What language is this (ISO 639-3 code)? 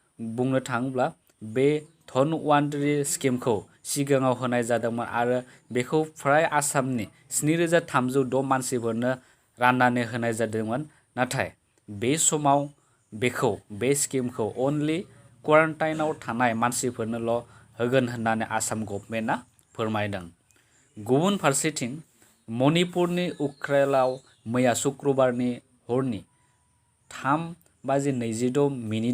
brx